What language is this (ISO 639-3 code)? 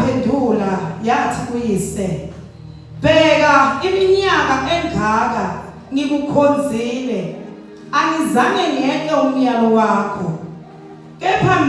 zul